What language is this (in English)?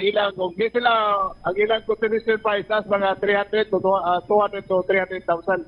Cebuano